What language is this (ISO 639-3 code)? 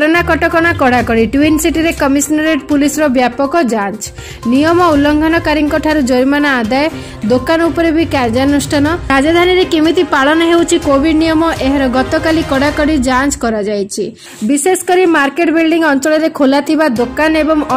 ori